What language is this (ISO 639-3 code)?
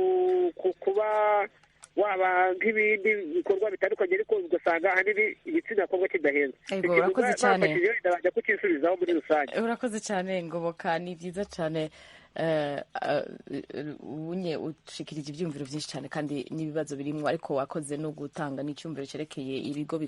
run